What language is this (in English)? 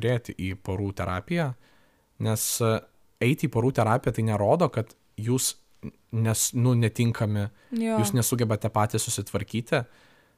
Lithuanian